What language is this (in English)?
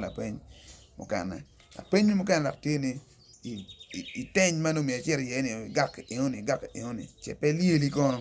Acoli